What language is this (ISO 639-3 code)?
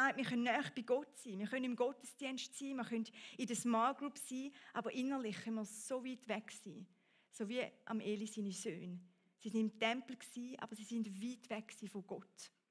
gsw